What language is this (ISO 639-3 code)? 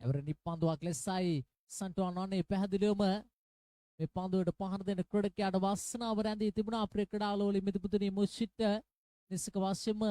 sin